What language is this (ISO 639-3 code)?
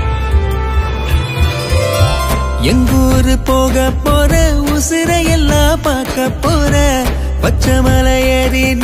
tam